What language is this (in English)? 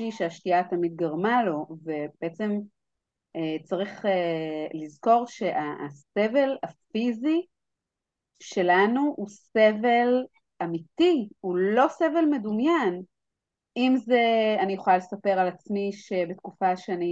Hebrew